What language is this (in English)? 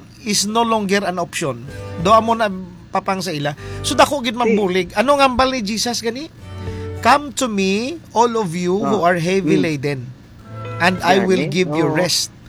Hiligaynon